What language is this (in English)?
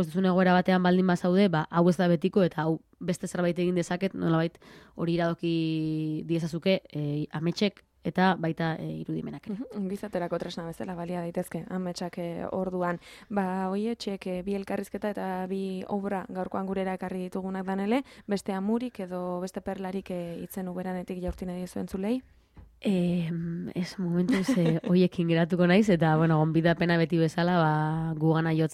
Basque